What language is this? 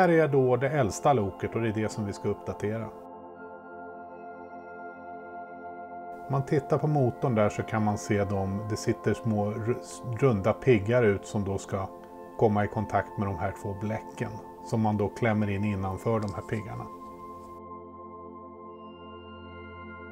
Swedish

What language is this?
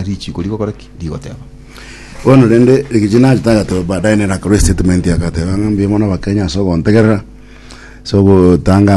Gusii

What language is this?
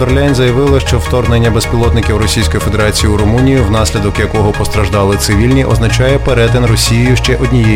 Ukrainian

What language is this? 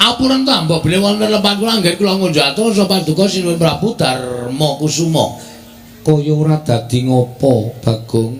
Javanese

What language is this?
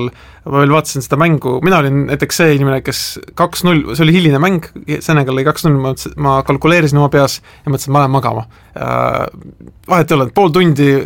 Estonian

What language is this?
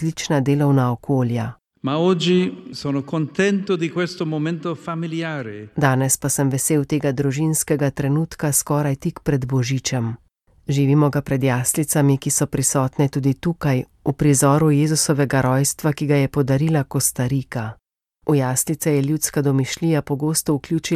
Slovenian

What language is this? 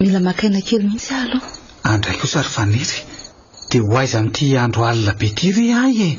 Malagasy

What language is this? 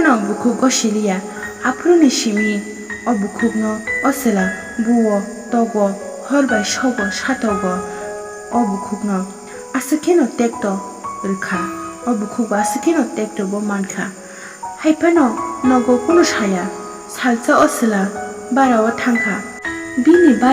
Kok Borok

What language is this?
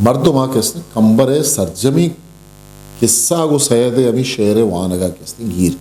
Eastern Balochi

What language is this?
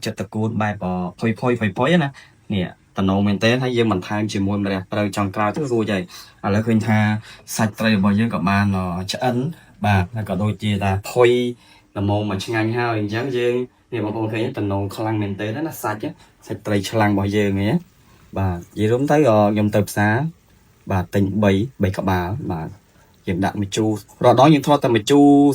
Khmer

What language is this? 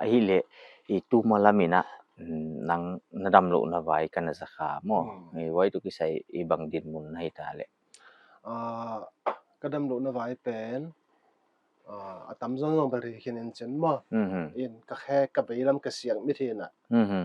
Paite Chin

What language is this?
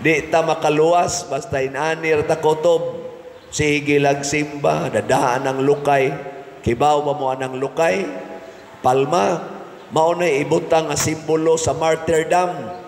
Cebuano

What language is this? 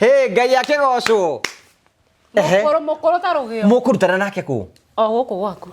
Kikuyu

